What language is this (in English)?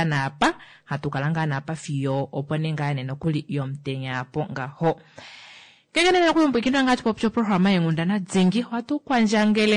Kuanyama